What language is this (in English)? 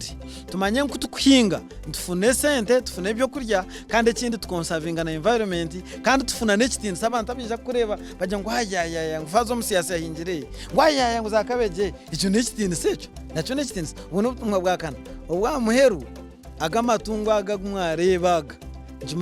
Nyankole